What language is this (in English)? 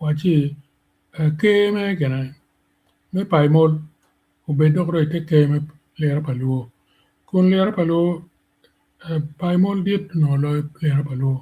Acoli